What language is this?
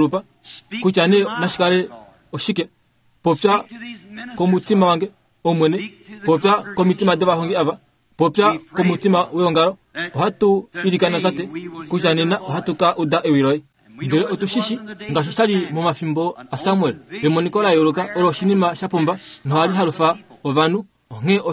Kuanyama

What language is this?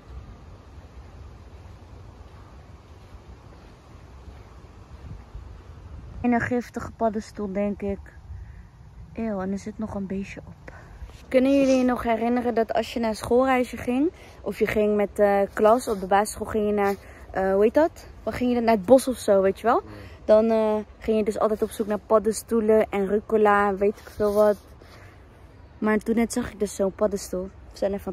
Dutch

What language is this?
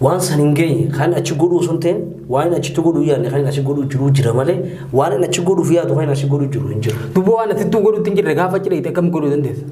Oromo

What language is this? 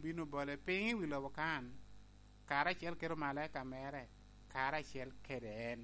Lango (Uganda)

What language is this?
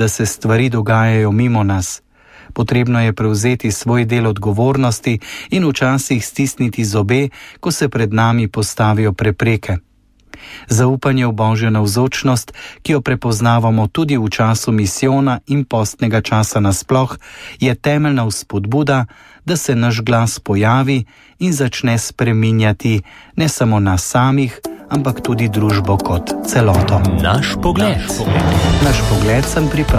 Slovenian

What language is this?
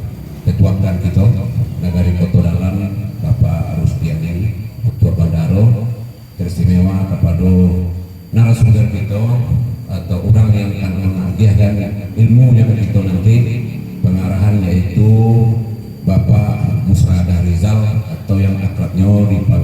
Minangkabau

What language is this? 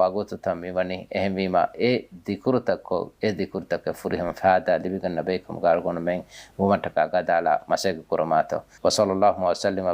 Divehi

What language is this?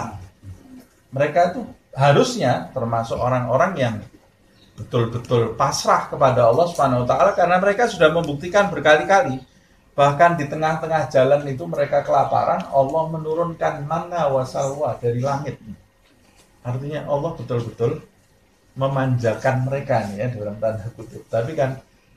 Indonesian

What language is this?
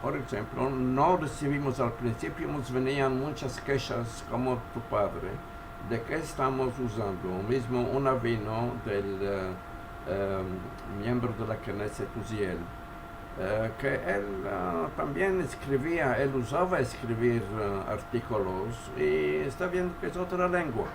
Ladino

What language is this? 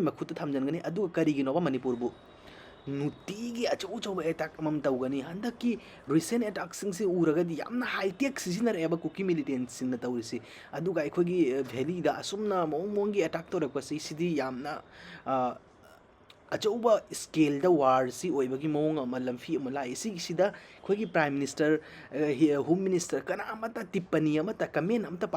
Manipuri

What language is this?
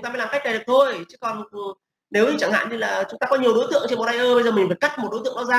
Vietnamese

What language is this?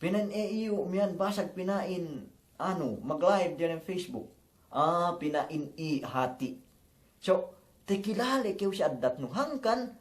Yakan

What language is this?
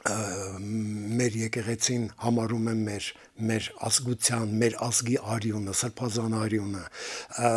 Armenian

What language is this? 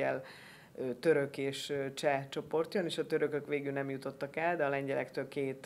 Hungarian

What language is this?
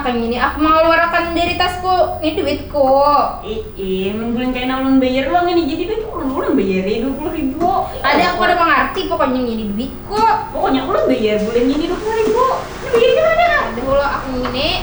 Banjar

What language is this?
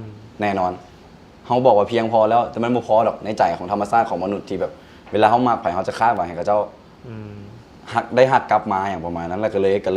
Lao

